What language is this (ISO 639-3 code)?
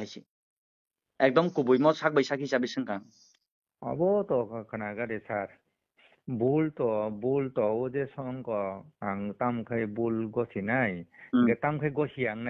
trp